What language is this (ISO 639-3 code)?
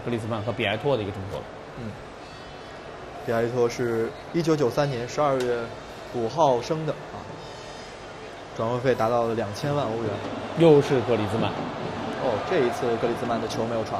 zho